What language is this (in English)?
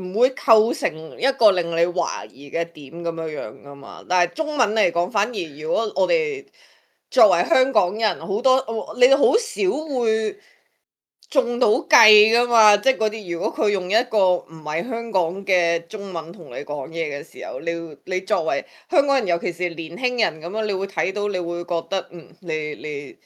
Cantonese